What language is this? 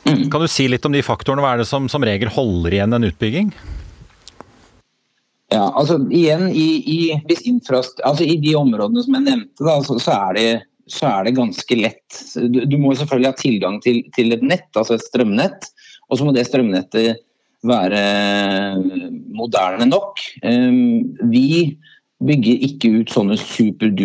Norwegian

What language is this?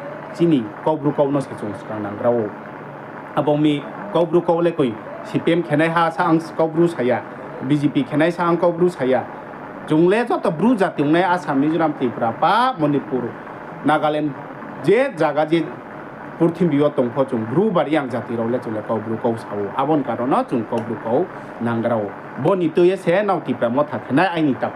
Riang (India)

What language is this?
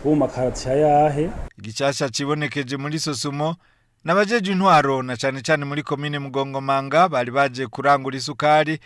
Rundi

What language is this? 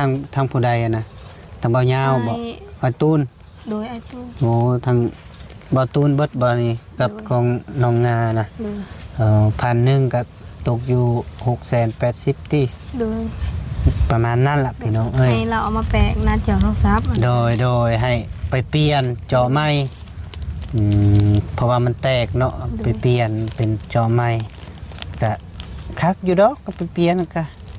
Lao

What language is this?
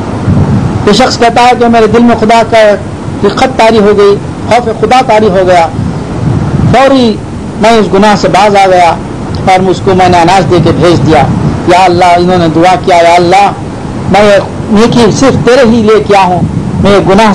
Urdu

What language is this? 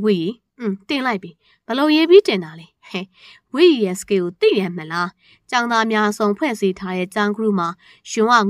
Burmese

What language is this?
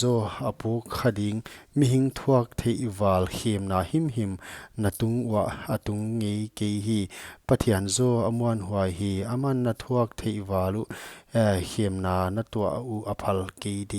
Paite Chin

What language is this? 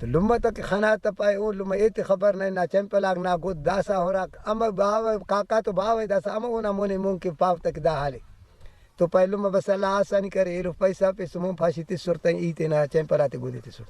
Brahui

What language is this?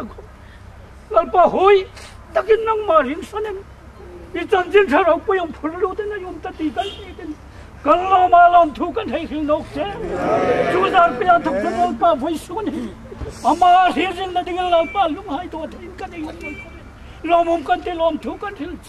Hmar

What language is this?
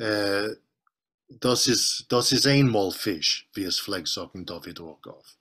Yiddish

